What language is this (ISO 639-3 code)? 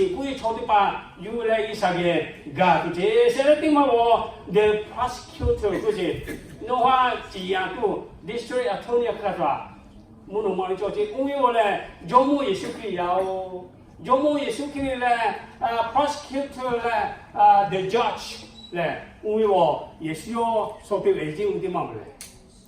lhu